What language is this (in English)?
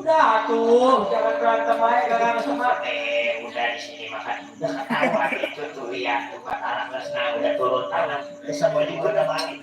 Betawi